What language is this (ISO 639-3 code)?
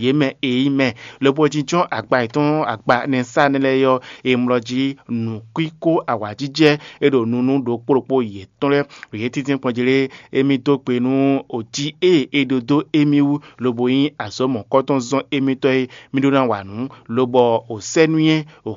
fon